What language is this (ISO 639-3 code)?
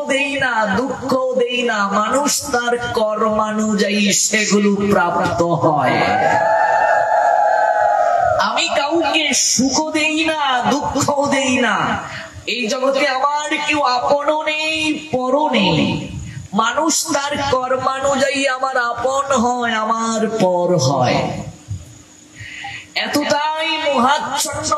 ben